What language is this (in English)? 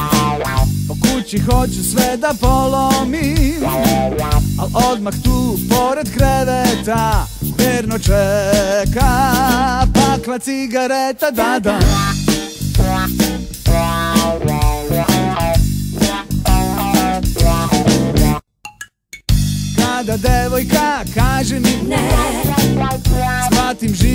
Serbian